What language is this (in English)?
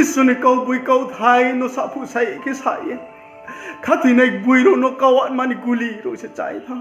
Riang (India)